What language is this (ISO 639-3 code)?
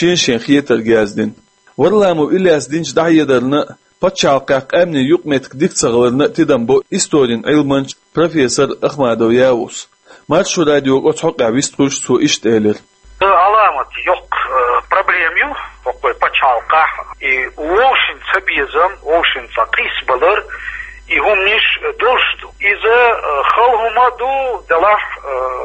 che